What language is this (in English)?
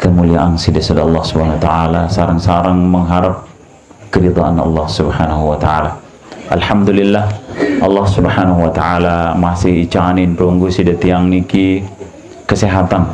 Sasak